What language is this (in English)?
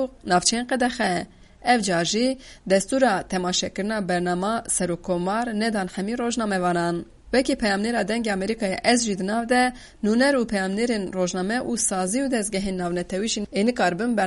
Kurdish